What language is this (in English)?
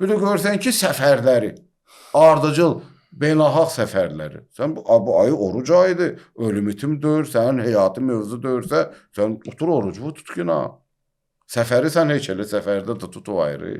Azerbaijani